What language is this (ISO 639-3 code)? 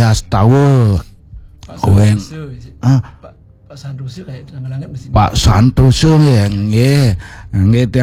ban